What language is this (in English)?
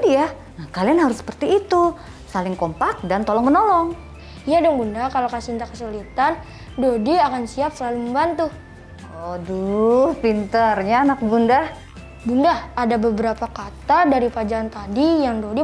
Indonesian